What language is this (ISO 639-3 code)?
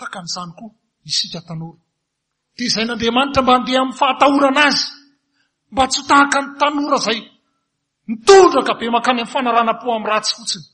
mlg